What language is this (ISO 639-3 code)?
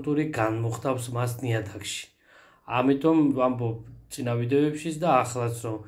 kat